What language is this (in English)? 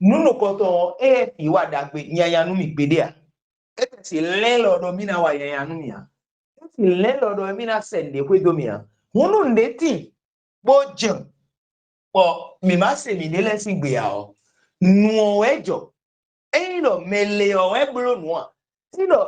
Fon